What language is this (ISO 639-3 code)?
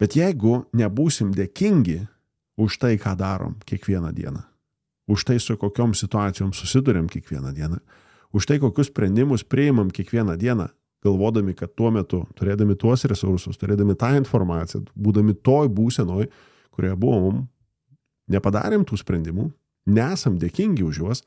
lit